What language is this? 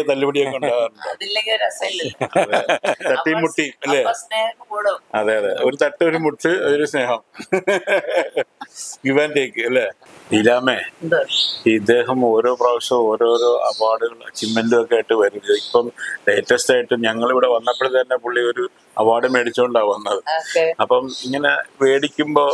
Malayalam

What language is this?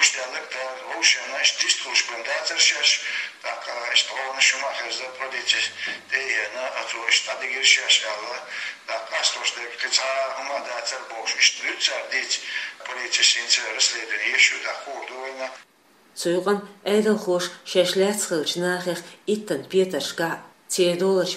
Chechen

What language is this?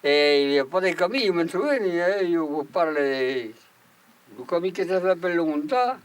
Occitan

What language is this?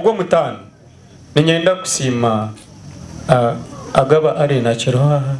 Nyankole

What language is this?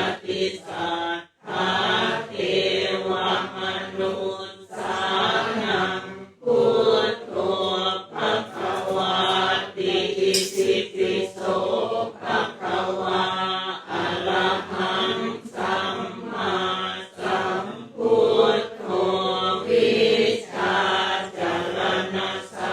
Pali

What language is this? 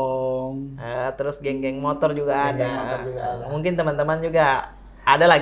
Makassar Malay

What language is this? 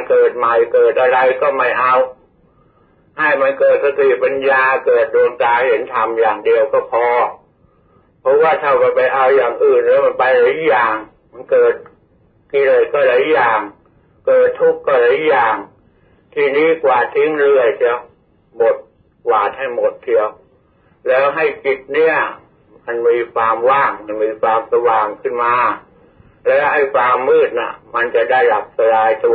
Thai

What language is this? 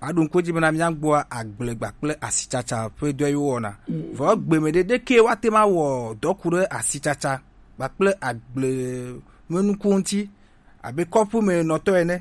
Gen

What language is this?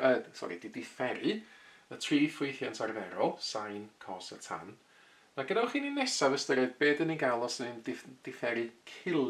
Welsh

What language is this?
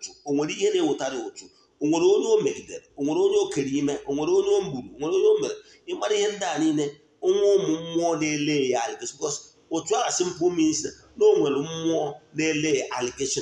Igbo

